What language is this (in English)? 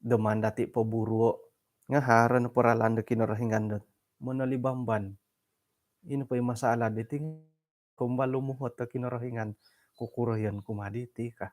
Central Dusun